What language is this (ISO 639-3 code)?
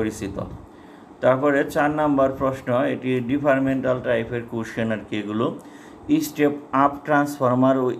ben